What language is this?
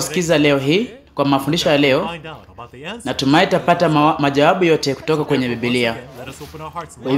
Swahili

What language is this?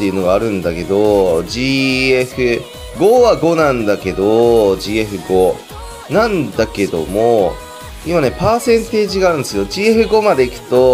Japanese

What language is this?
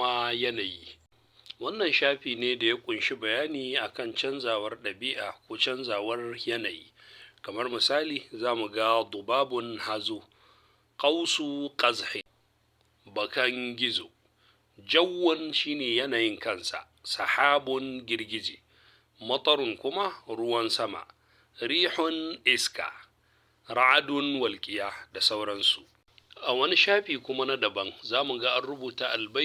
Hausa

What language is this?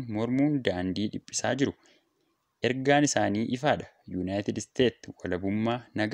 Oromo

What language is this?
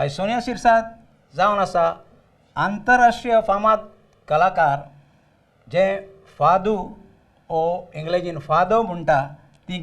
Konkani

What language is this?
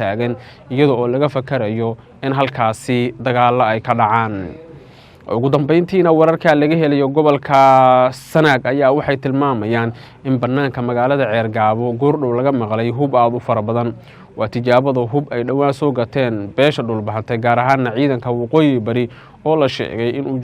Somali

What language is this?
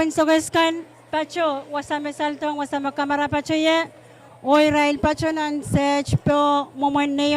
Pohnpeian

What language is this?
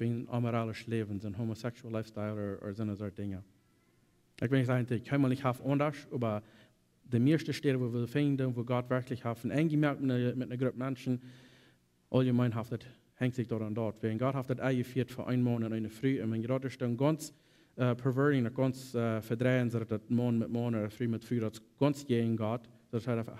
Plautdietsch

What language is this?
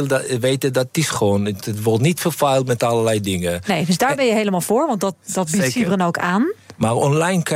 Dutch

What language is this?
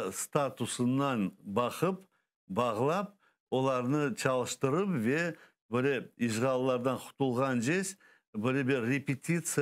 Crimean Tatar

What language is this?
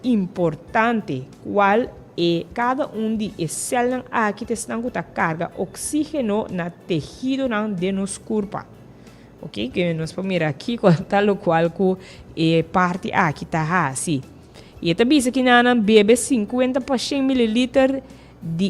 Papiamento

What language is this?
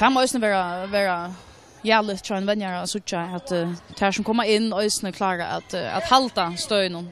Faroese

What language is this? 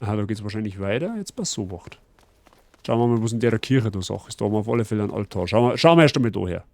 Bavarian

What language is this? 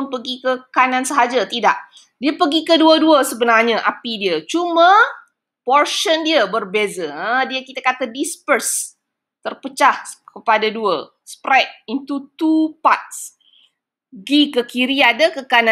Malay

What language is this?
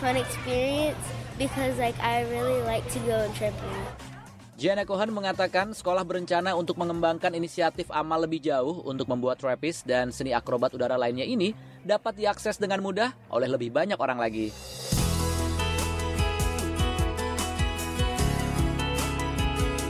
Indonesian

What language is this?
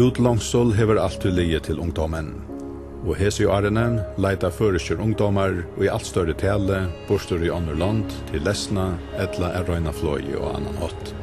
Faroese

